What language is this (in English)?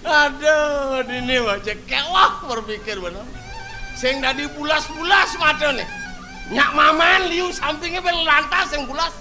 Balinese